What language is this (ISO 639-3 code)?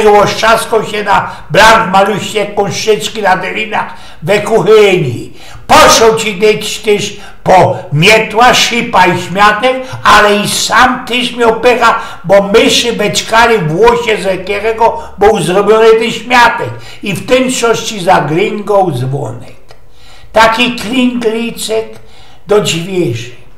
szl